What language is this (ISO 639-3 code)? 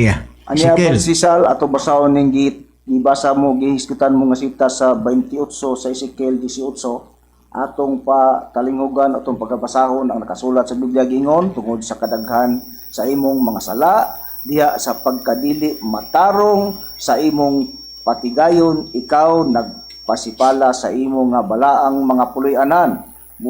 ceb